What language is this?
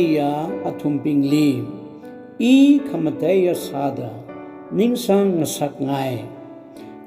Tangkhul Naga (India)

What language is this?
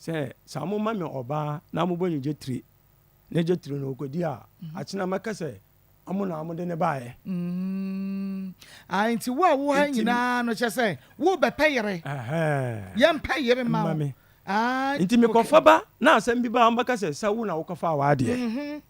Akan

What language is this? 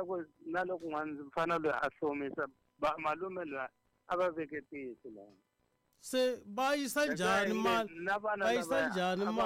Tsonga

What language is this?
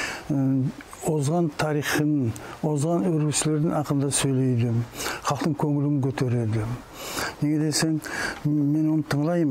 Nogai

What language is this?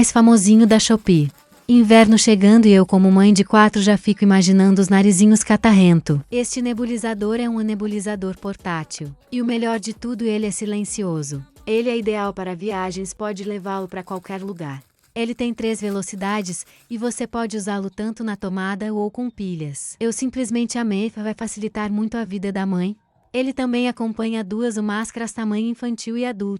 Portuguese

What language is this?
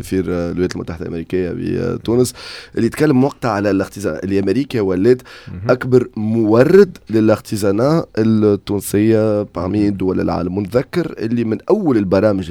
Tunisian Arabic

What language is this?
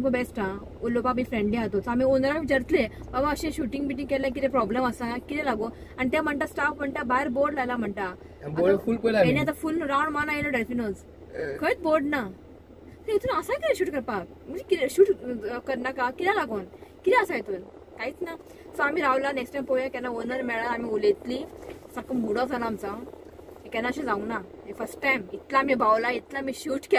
Konkani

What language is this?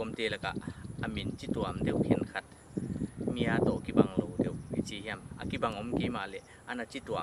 Paite Chin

